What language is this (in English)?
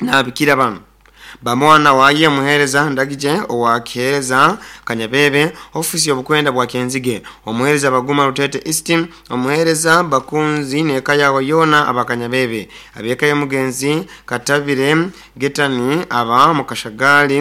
Nyoro